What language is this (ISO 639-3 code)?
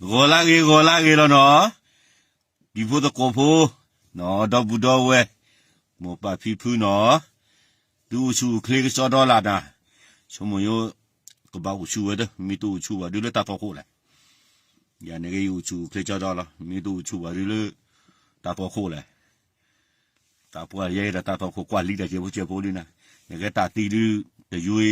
ksw